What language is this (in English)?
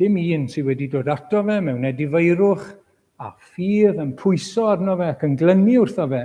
Welsh